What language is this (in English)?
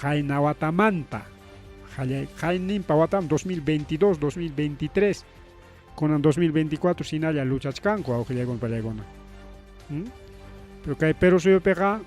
Ayacucho Quechua